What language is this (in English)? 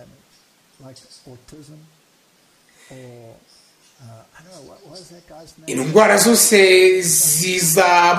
Kinyarwanda